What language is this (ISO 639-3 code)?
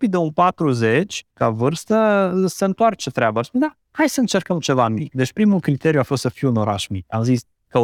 ron